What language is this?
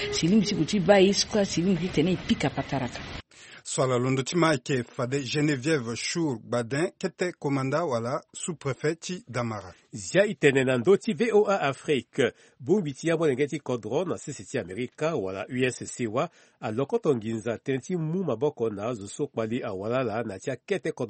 Sango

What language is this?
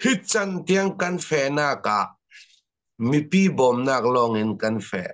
Falam Chin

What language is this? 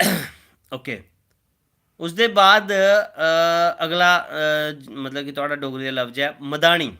Dogri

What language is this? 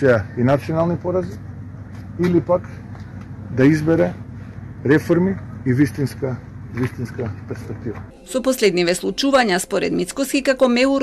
Macedonian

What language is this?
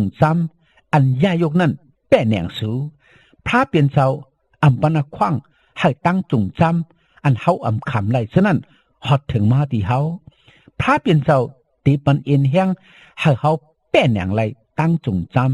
Shan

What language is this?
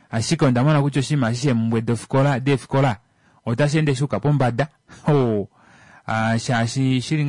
Kuanyama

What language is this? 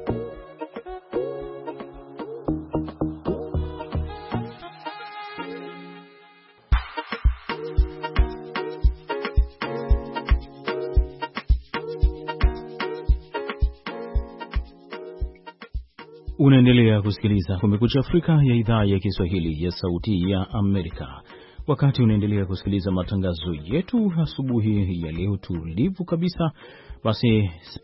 Swahili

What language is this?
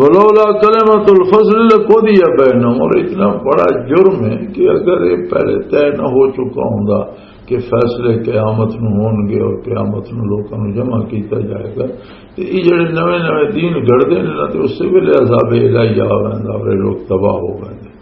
Western Panjabi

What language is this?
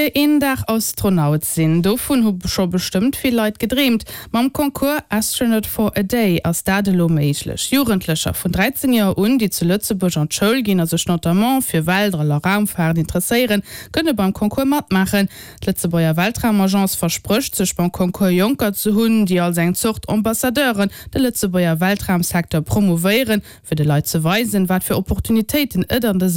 Luxembourgish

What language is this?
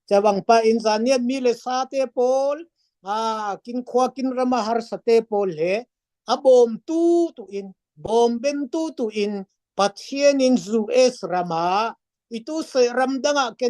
Falam Chin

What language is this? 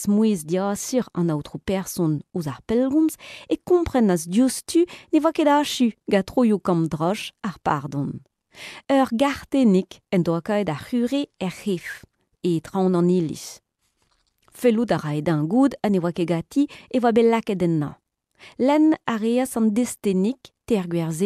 Breton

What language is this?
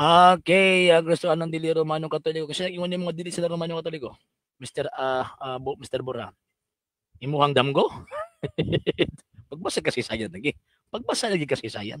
Cebuano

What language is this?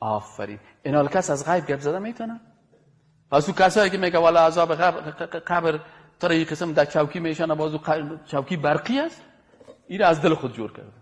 Persian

